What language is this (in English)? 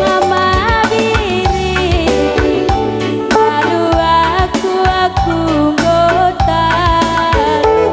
Batak Karo